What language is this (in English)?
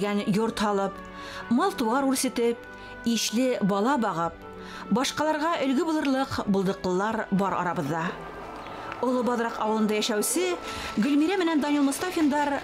Bashkir